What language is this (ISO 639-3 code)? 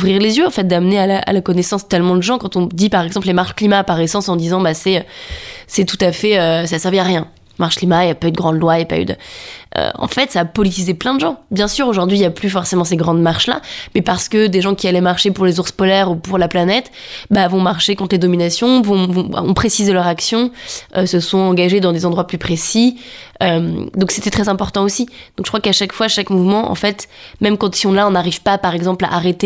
fra